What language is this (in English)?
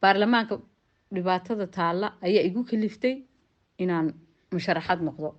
Somali